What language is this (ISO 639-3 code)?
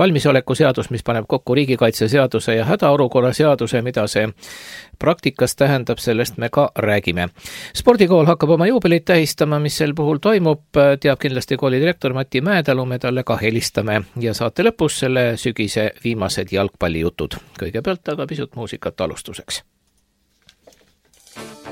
est